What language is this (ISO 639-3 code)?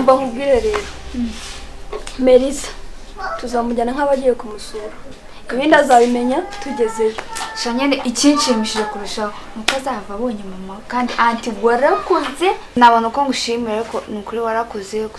kin